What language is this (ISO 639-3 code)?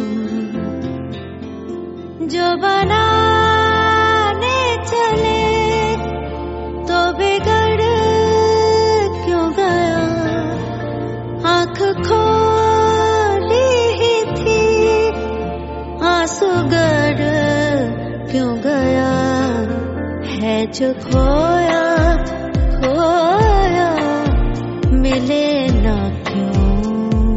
hin